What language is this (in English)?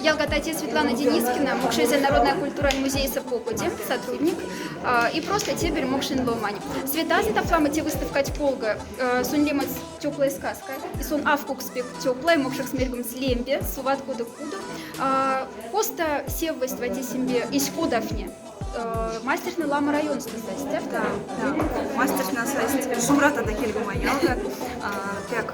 Moksha